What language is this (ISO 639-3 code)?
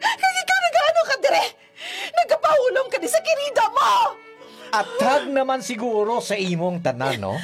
hil